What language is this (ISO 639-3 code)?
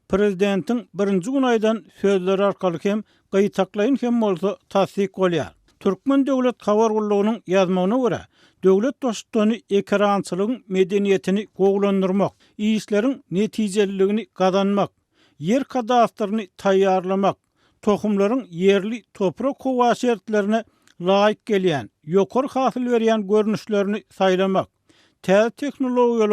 tuk